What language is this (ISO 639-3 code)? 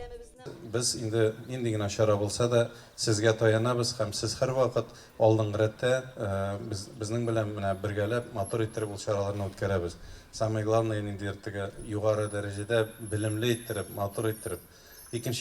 tat